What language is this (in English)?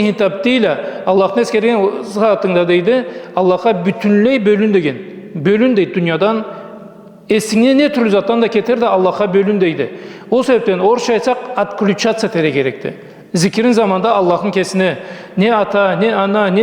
Karachay-Balkar